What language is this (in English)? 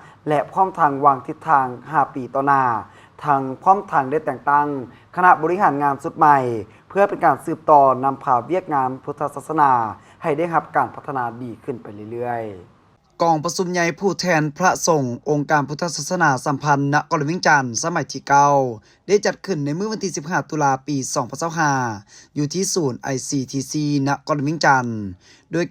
Lao